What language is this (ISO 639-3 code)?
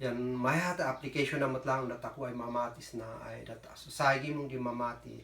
kne